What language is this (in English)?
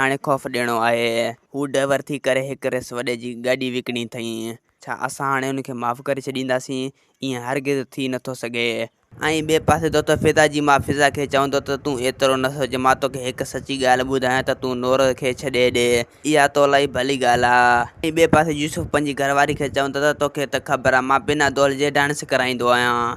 Sindhi